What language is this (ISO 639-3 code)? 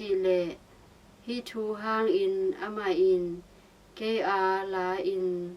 ctd